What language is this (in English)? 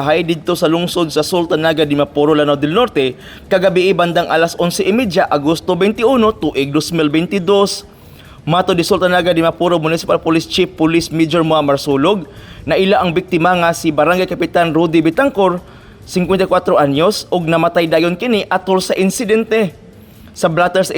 Cebuano